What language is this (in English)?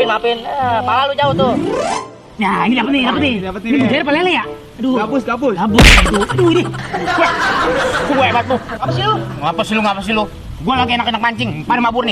Betawi